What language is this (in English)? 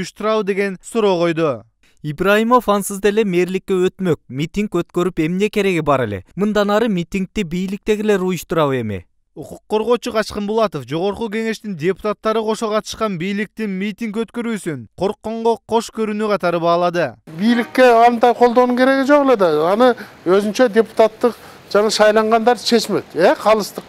Kyrgyz